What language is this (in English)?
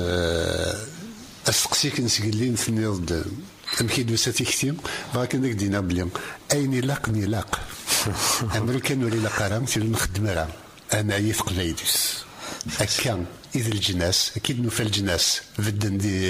Kabyle